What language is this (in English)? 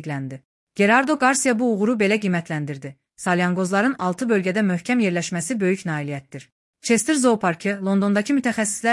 Azerbaijani